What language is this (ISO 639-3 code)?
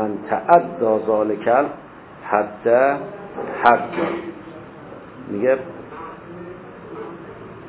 fas